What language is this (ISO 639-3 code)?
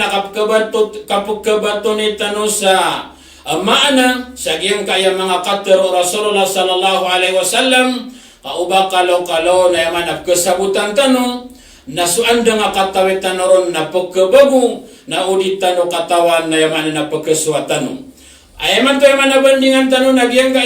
mrw